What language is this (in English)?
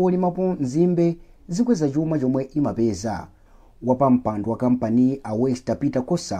Nyanja